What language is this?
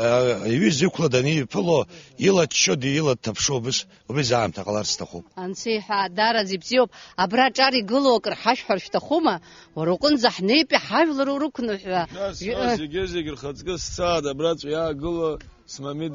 Abkhazian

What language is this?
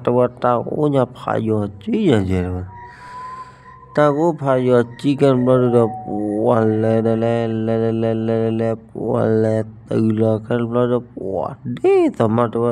S'gaw Karen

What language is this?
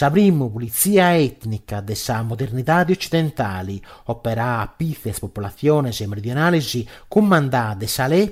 Sardinian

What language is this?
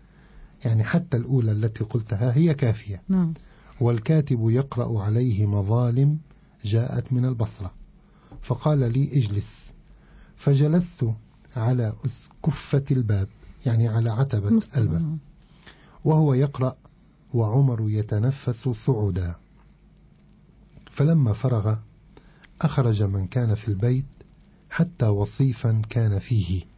Arabic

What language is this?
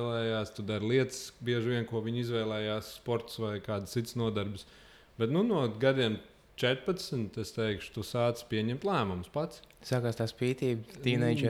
Latvian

